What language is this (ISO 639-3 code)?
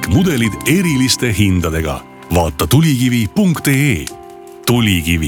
est